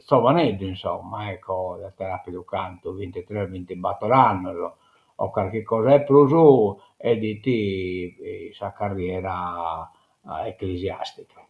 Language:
Sardinian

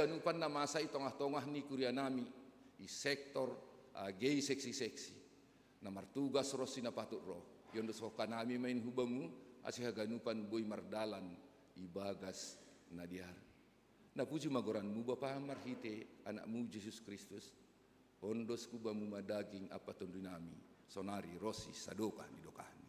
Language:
Batak Simalungun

